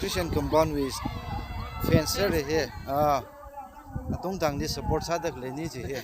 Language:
Tangkhul Naga (India)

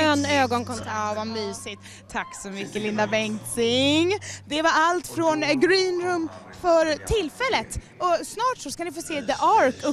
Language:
Swedish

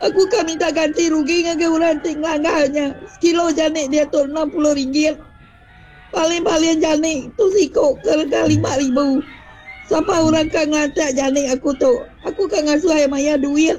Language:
Iban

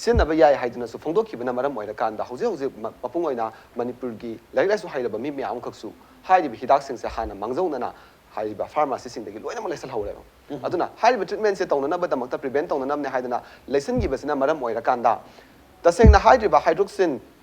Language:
Manipuri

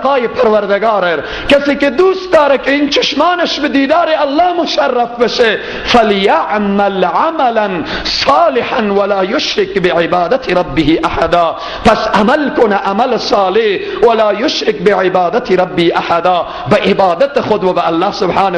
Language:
Persian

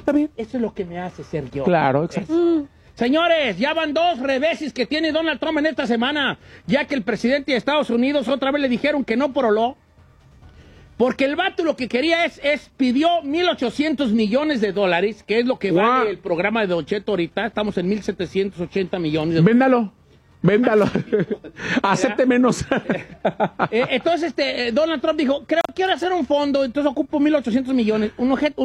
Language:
Spanish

